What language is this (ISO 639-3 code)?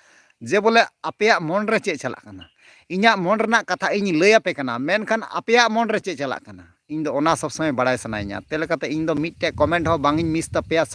sat